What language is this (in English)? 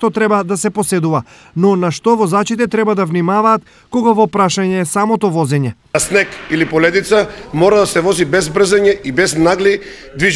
Macedonian